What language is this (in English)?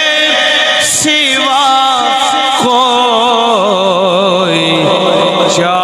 Urdu